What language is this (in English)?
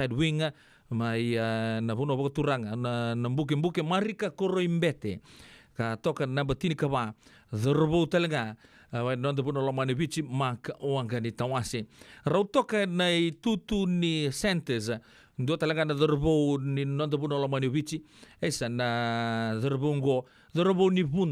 Fijian